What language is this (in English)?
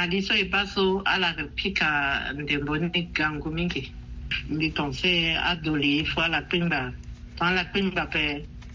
Sango